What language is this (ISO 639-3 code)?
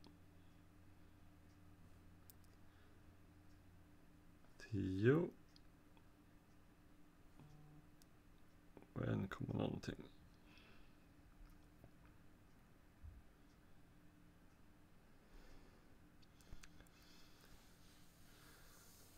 swe